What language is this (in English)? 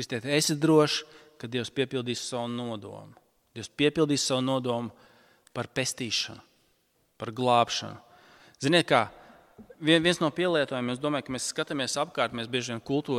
Latvian